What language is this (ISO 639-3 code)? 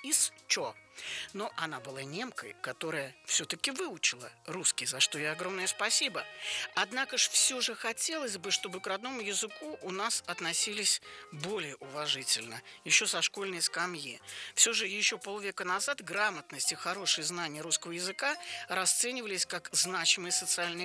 rus